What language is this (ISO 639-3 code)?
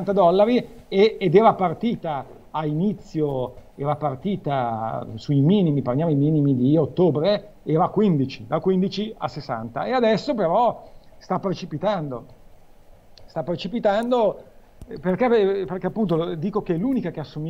ita